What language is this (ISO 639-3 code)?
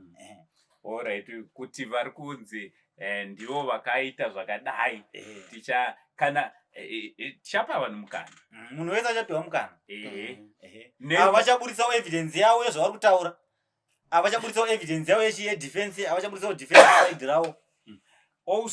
sna